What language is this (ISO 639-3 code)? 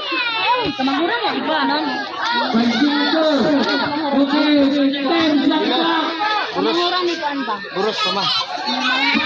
ceb